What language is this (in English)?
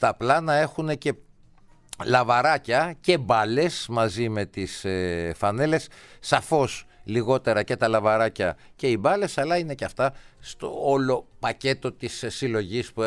Greek